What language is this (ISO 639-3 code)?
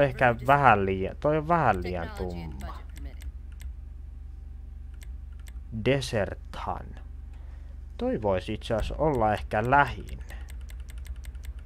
fin